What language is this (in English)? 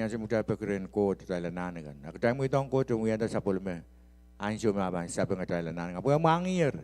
Pohnpeian